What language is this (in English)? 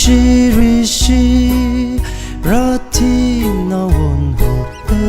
Tangkhul Naga (India)